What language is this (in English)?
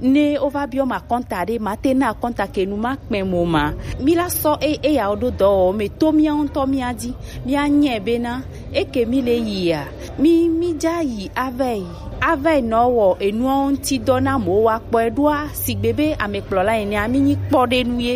Gen